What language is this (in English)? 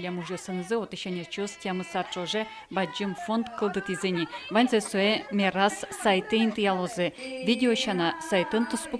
Udmurt